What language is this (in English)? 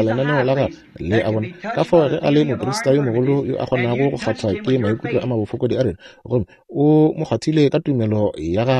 Northern Sotho